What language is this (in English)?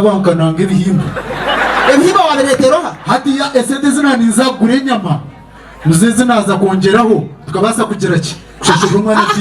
Nyankole